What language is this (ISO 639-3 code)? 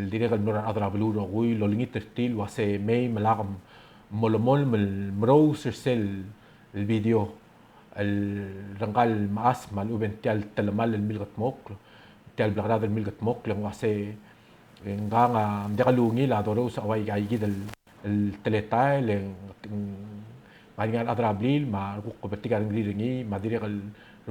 pau